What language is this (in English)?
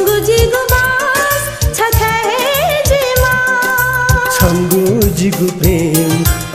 Newari